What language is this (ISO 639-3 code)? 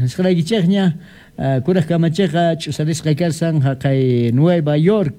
que